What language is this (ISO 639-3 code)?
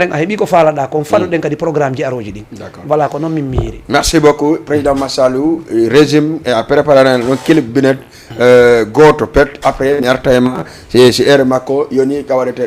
ful